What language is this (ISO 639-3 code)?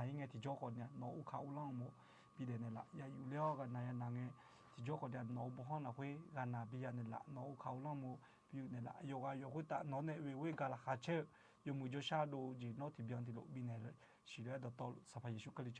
ahk